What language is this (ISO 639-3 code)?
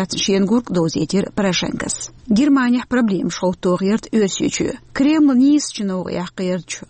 che